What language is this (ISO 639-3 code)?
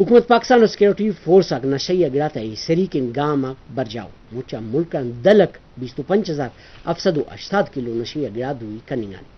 brh